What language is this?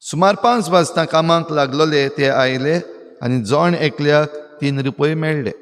Konkani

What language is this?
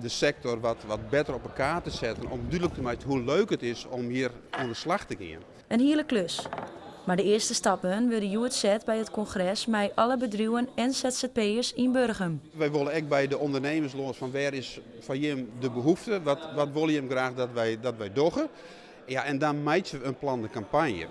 Western Frisian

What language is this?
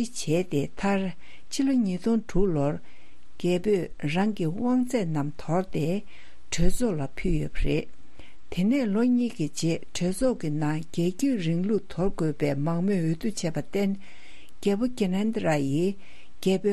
Tibetan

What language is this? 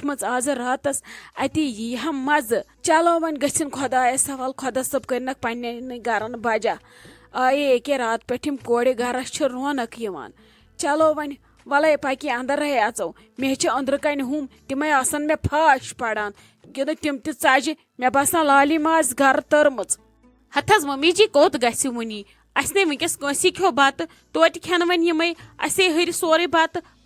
Kashmiri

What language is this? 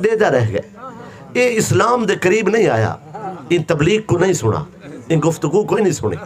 Saraiki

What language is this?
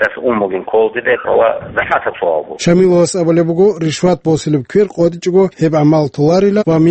Avaric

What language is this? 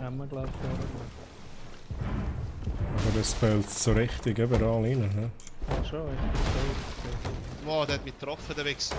Swiss German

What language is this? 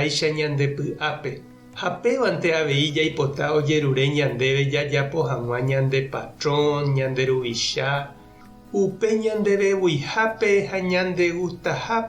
Guarani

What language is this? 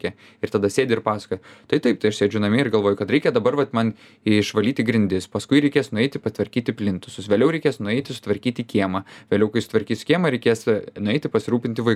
Lithuanian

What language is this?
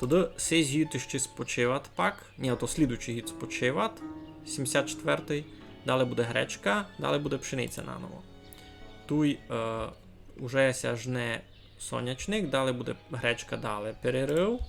Rusyn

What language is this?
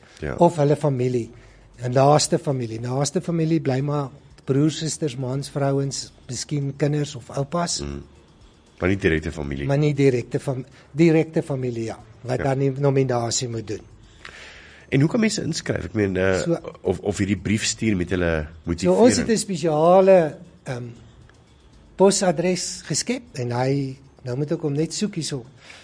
Afrikaans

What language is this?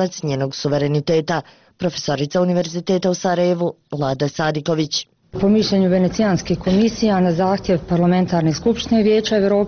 Bosnian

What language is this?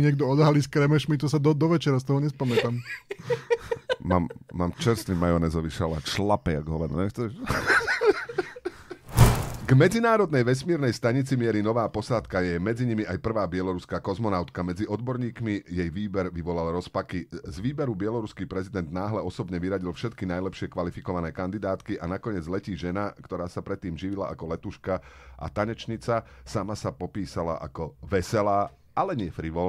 Slovak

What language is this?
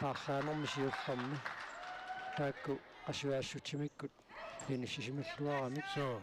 Kalaallisut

